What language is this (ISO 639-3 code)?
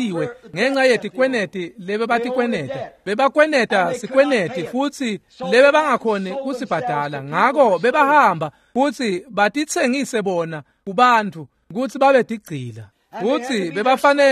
ssw